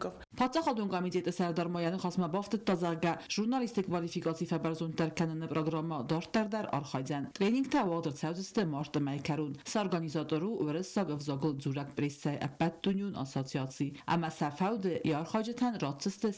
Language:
Ossetic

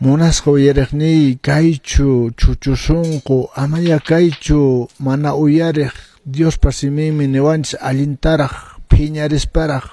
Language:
Quechua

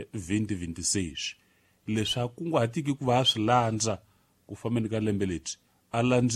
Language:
Tsonga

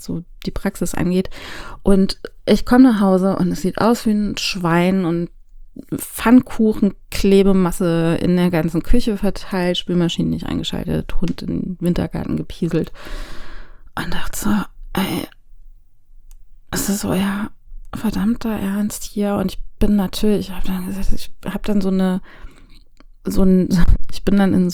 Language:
German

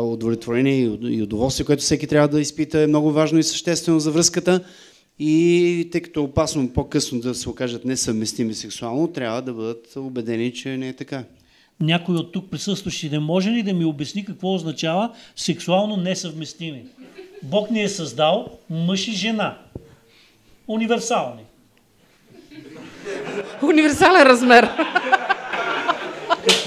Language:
Bulgarian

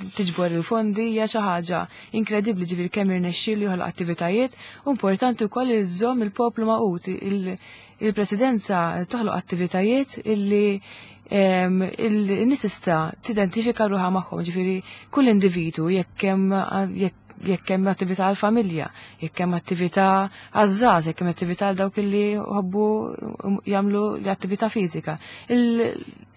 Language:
Maltese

